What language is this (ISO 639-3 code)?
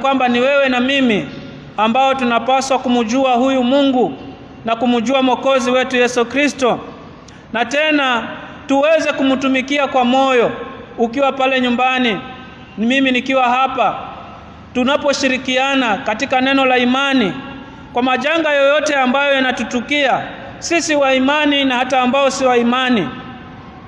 swa